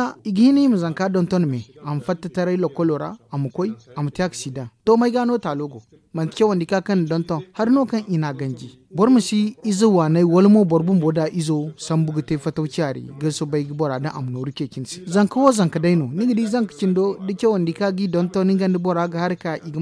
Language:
Zarma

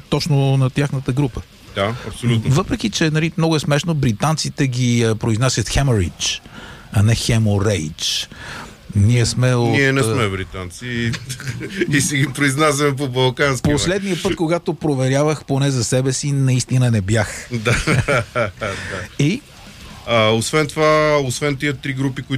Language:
Bulgarian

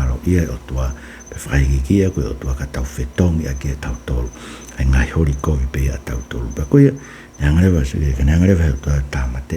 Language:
Tongan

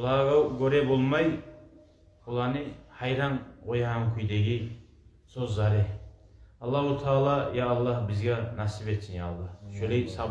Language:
Kumyk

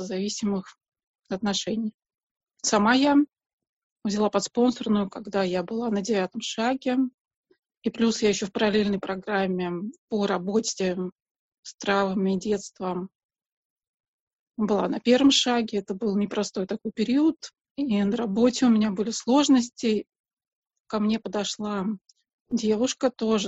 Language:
Russian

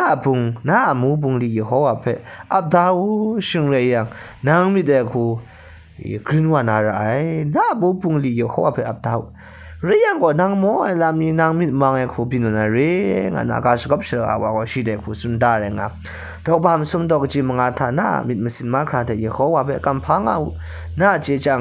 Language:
Kachin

